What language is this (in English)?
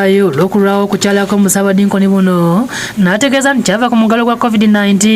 Ganda